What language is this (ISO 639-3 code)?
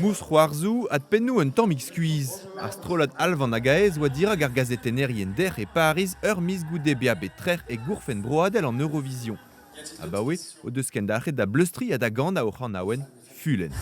bre